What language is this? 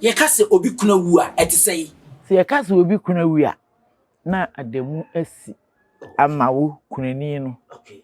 Akan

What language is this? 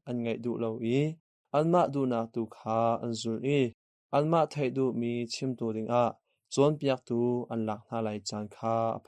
Hakha Chin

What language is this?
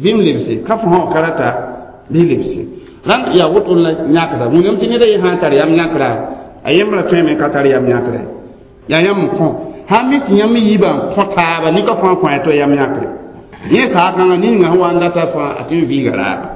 Mossi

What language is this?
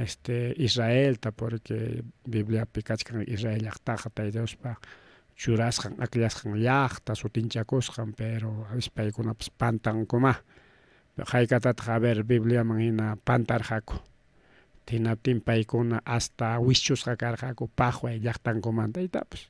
Ayacucho Quechua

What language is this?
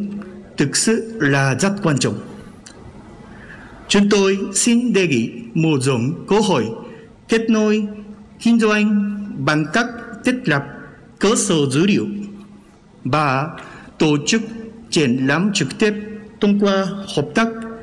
Vietnamese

